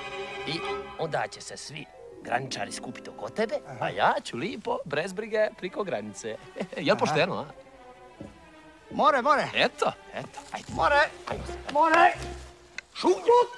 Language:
Croatian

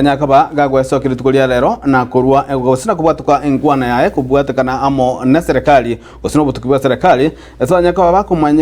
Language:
Gusii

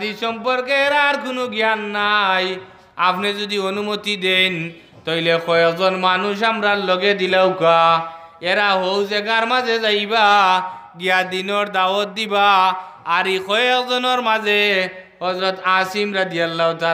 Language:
Sylheti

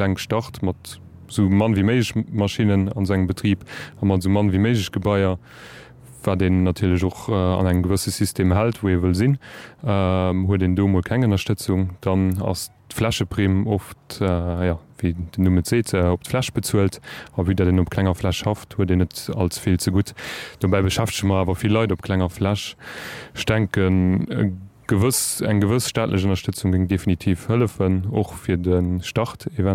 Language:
Luxembourgish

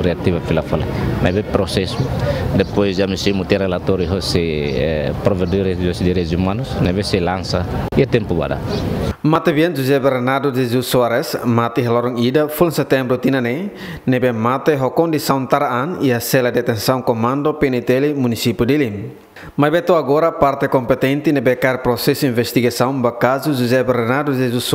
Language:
Tetum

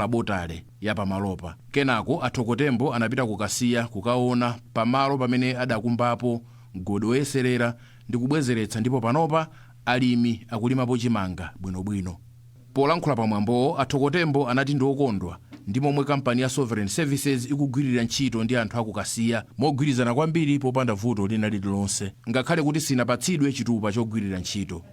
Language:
Nyanja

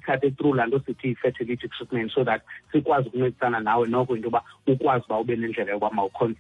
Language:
Xhosa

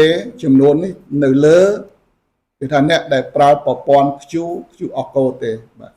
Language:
Khmer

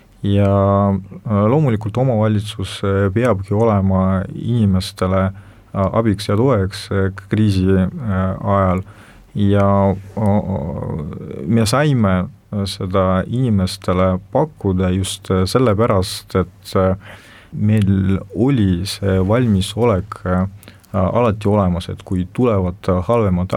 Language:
Estonian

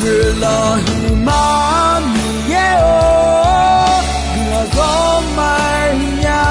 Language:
Akha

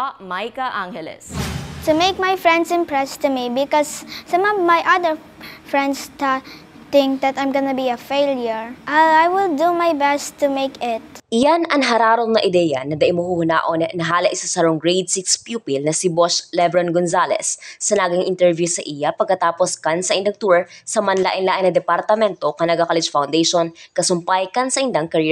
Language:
Bikol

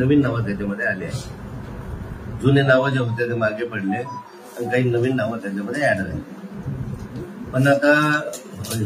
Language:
Marathi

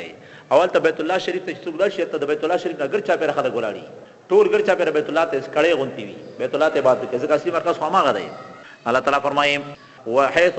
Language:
Pashto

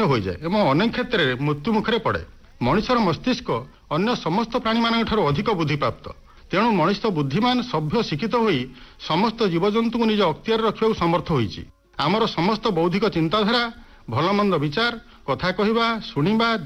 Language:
Odia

